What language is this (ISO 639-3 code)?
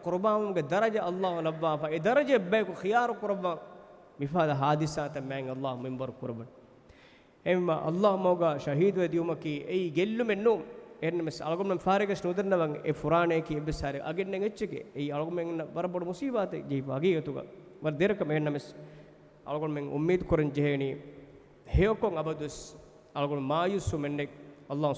div